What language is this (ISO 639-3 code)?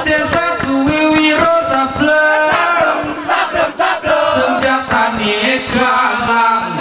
gay